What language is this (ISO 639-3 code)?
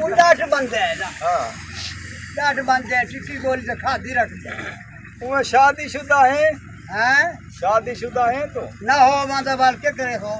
skr